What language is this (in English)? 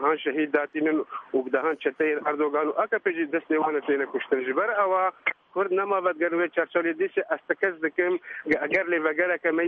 Kurdish